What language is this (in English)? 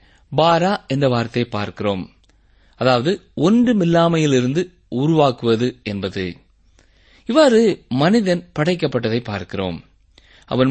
Tamil